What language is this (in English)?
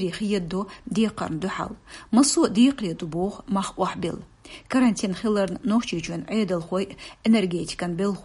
Chechen